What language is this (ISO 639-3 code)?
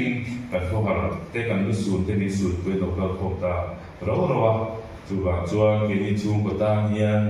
lus